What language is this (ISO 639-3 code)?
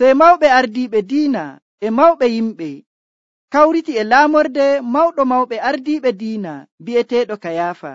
fuv